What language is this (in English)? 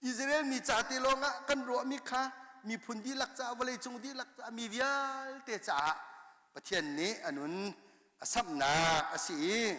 Hakha Chin